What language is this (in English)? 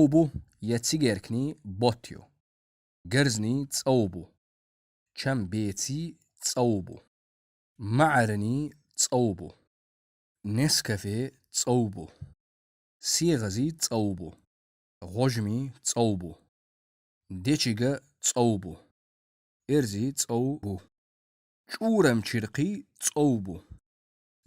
Chechen